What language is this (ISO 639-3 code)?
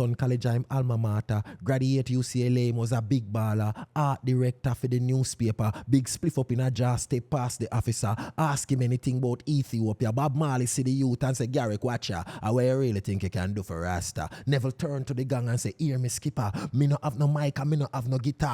jam